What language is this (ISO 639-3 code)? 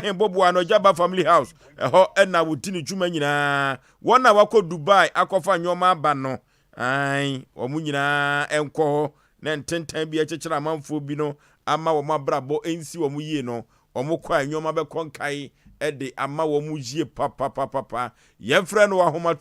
aka